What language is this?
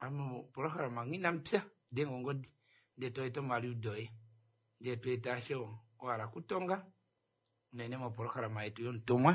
Kuanyama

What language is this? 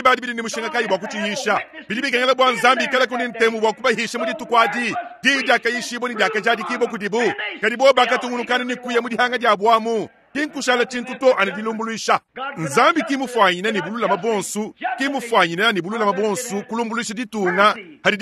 Luba-Lulua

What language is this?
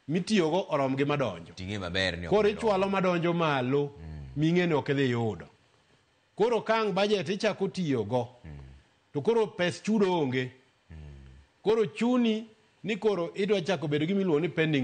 Luo (Kenya and Tanzania)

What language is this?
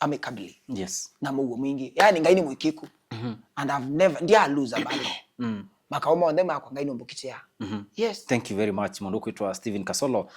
Kamba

